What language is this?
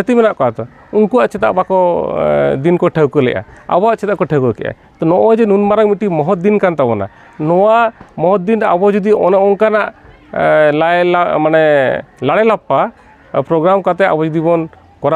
Santali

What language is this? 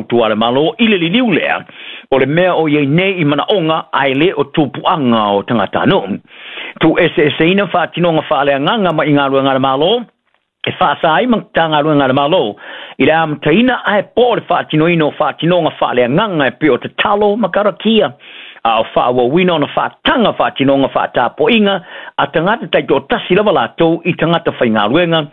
Samoan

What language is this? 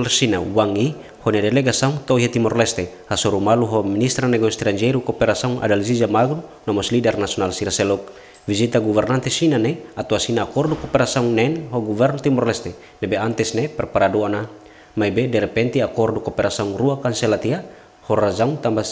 Tetum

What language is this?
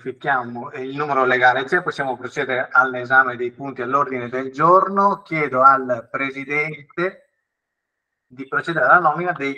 Italian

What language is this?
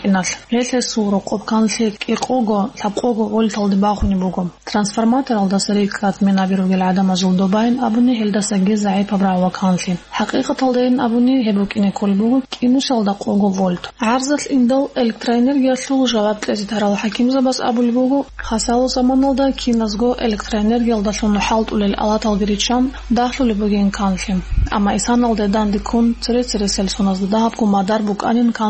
Avaric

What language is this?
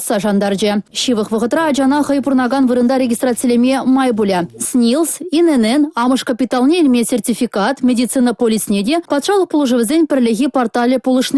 Chuvash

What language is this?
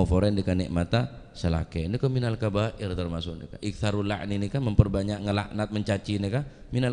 Madurese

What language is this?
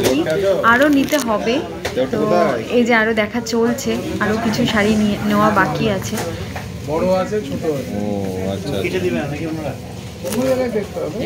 Bangla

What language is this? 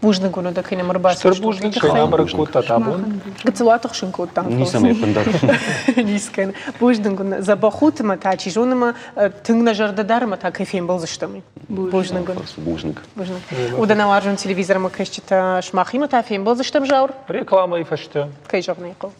Ossetic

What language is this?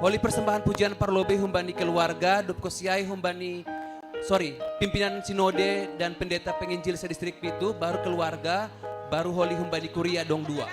Batak Simalungun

